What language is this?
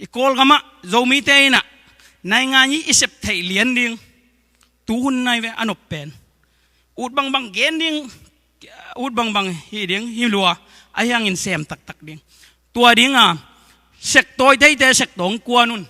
Tedim Chin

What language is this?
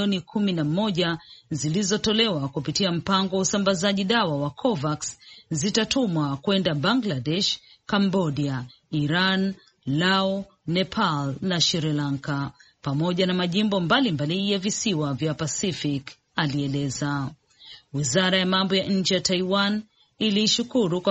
Swahili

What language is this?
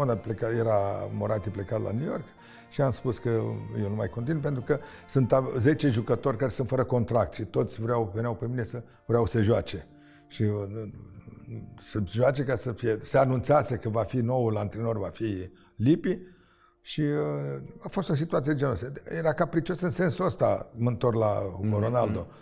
Romanian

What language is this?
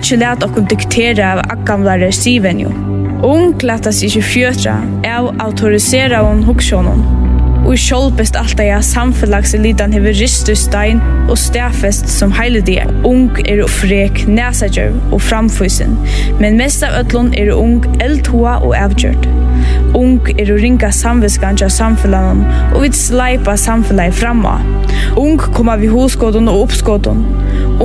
Faroese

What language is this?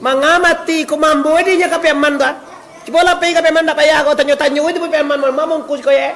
Minangkabau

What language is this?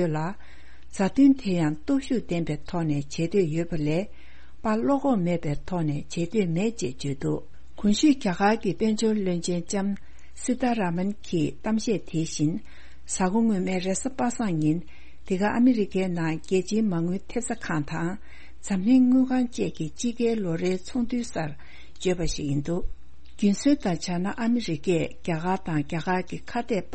Tibetan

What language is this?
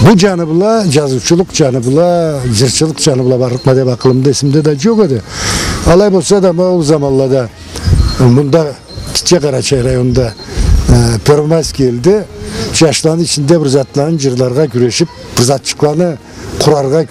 Karachay-Balkar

